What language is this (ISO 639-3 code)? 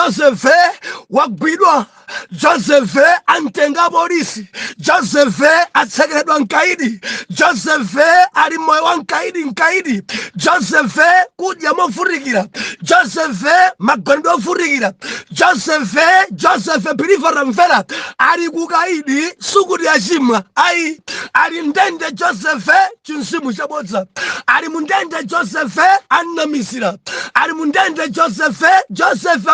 nya